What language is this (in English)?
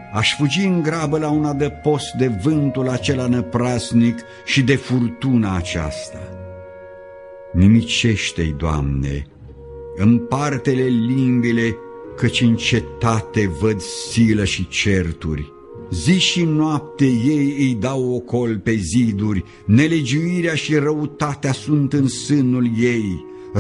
Romanian